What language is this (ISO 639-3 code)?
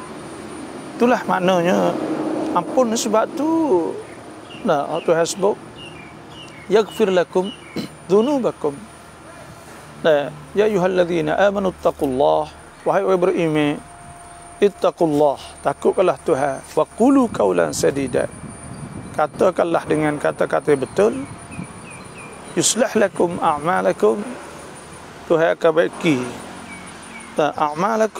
msa